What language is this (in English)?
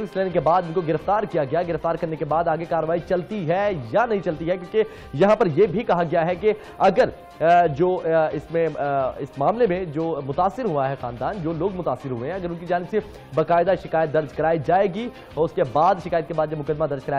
Urdu